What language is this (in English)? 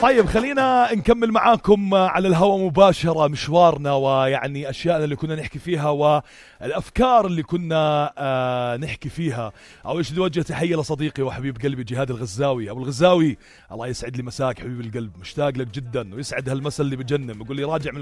North Levantine Arabic